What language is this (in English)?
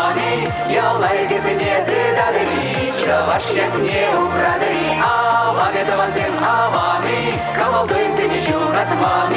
Chuvash